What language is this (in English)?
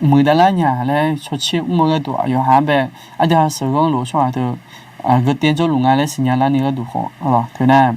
Akha